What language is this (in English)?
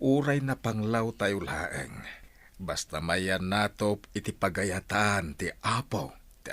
Iloko